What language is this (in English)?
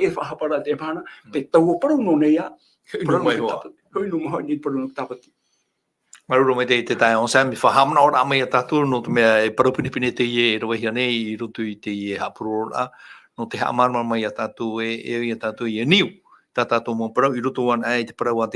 Tahitian